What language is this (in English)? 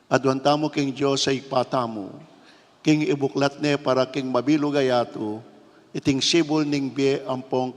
Pampanga